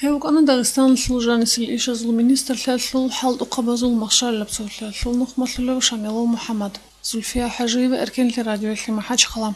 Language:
Avaric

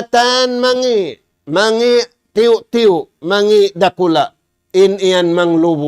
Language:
Tausug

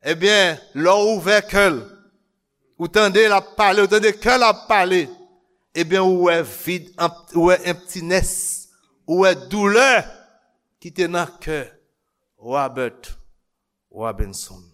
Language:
Haitian Creole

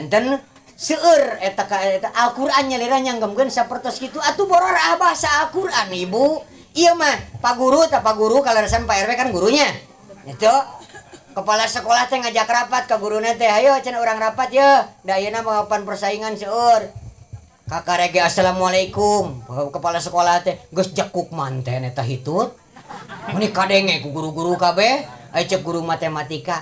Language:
Sundanese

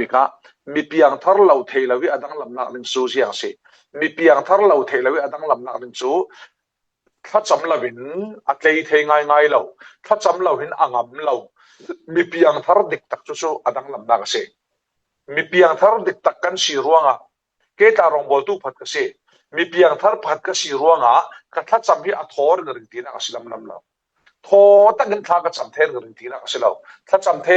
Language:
Falam Chin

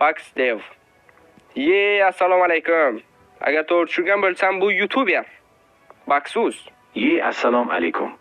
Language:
Uzbek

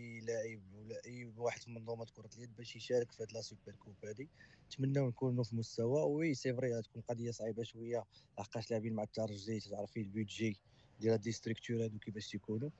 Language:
Moroccan Arabic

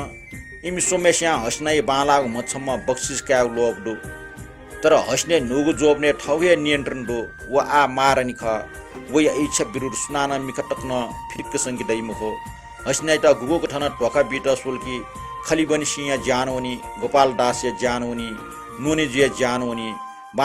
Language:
Newari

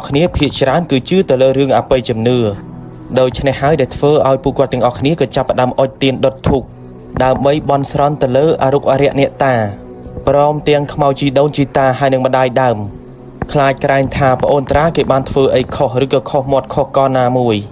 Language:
Khmer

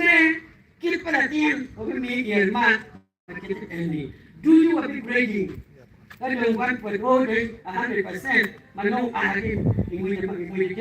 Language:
Acoli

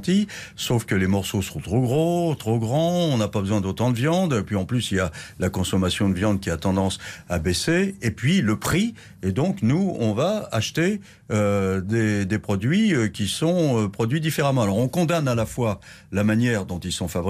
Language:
French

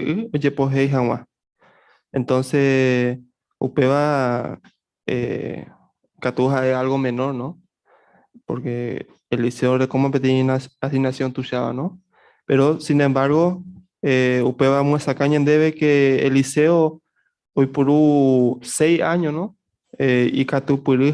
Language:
Guarani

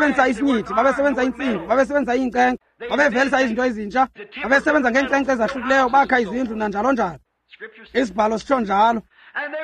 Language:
Xhosa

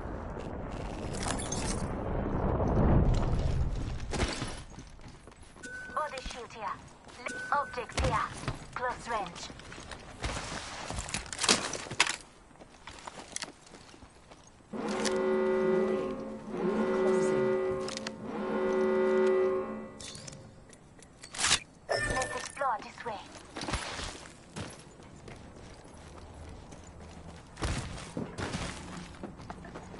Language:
English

